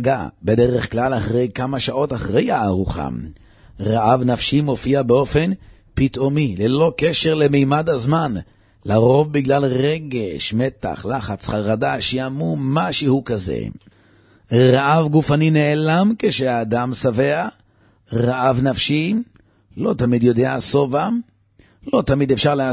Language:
Hebrew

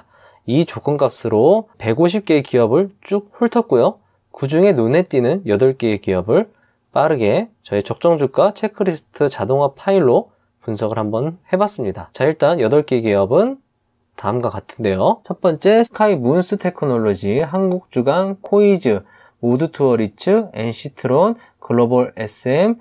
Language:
Korean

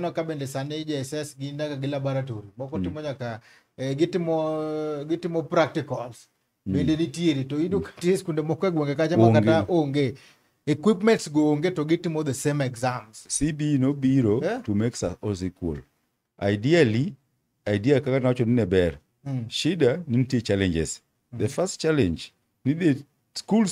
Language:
Luo (Kenya and Tanzania)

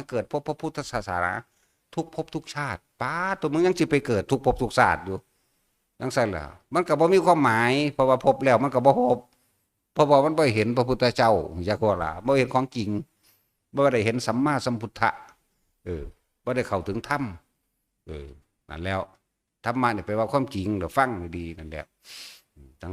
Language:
Northeastern Thai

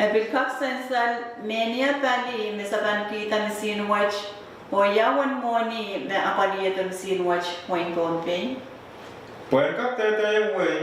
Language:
Pohnpeian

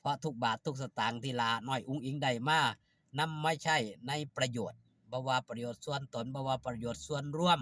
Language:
Northeastern Thai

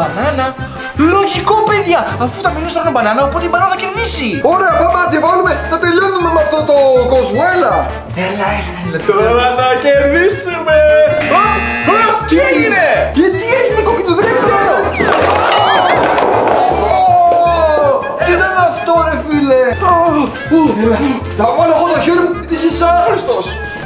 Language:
Greek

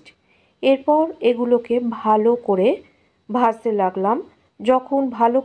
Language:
Bangla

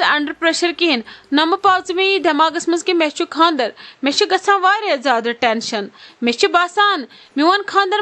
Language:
Kashmiri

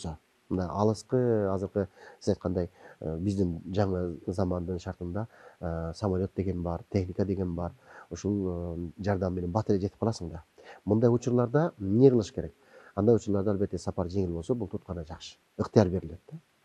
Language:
Kyrgyz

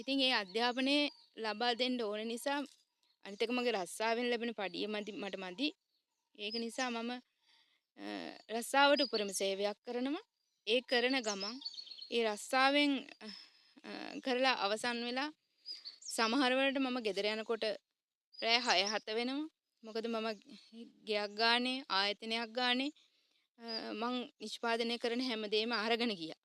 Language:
Sinhala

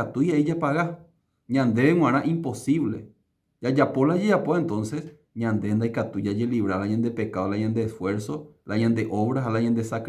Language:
Guarani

